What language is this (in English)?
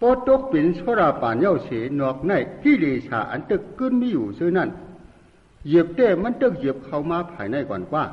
Shan